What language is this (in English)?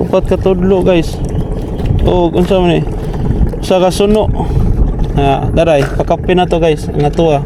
Cebuano